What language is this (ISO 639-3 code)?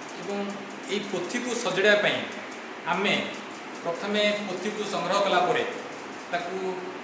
ori